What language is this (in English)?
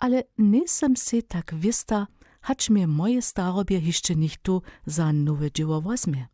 Upper Sorbian